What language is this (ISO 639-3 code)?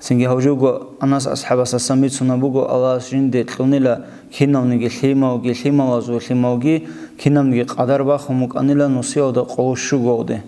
ava